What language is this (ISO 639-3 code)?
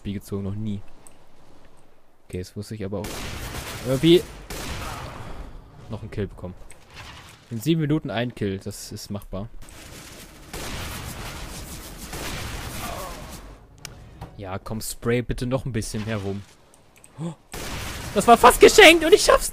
deu